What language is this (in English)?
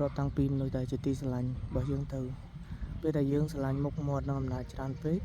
Khmer